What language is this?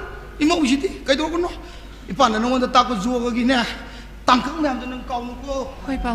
Manipuri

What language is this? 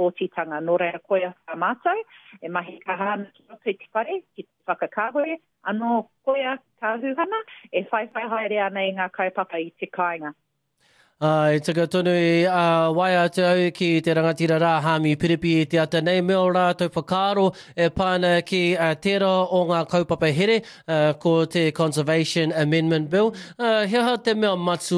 Māori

